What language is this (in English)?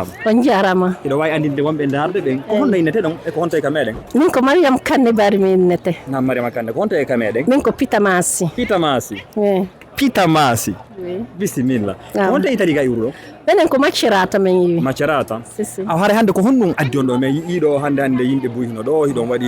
Fula